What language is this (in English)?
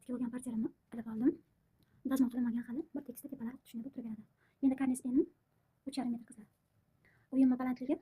Uzbek